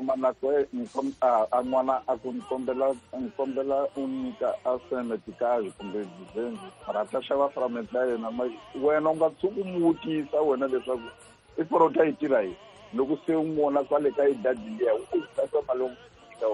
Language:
Tsonga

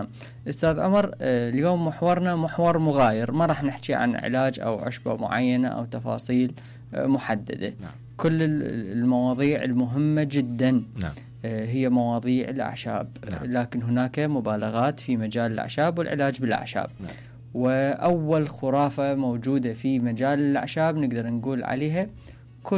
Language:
Mesopotamian Arabic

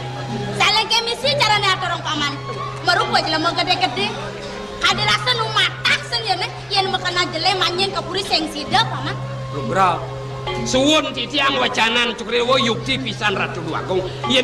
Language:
Balinese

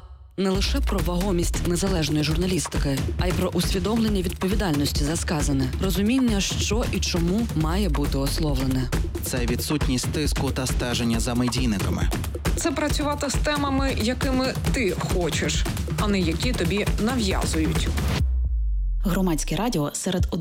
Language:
Ukrainian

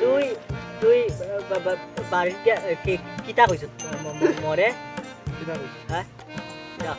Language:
Sylheti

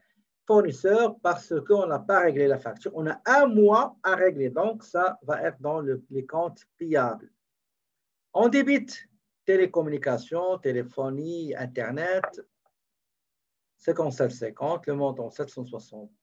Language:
French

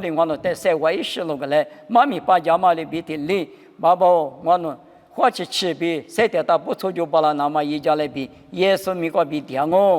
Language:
Lisu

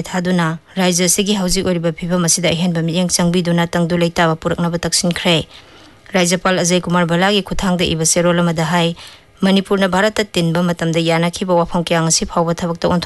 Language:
Manipuri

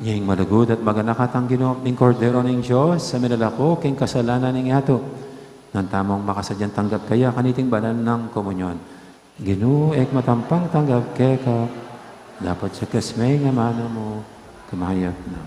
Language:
Pampanga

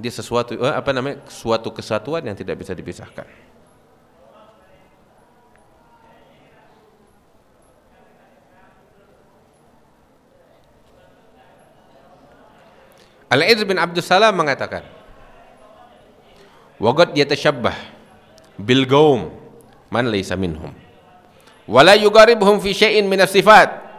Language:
Indonesian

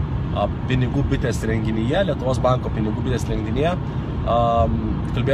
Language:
Lithuanian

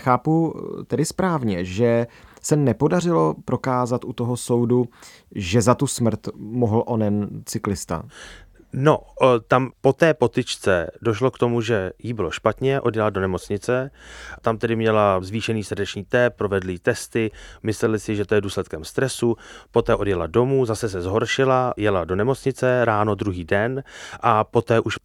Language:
Czech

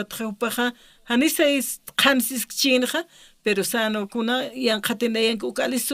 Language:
Aymara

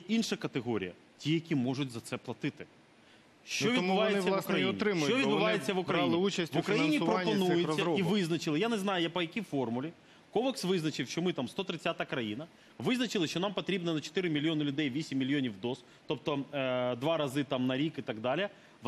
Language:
Ukrainian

